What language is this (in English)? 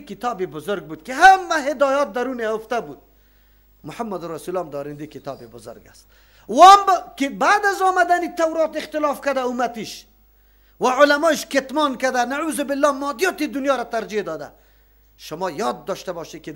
Persian